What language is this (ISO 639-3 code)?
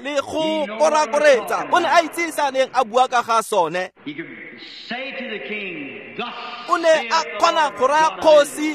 tsn